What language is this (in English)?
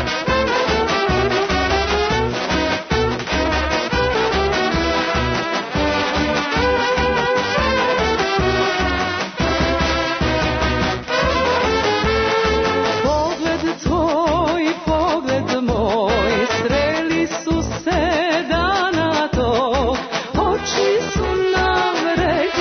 Serbian